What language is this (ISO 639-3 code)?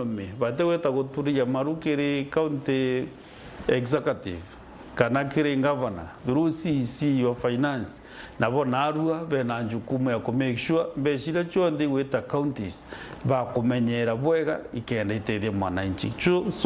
mer